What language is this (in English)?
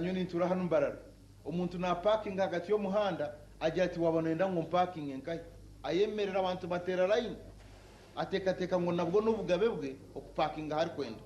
Nyankole